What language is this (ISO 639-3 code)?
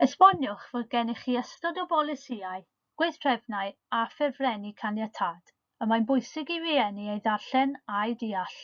cym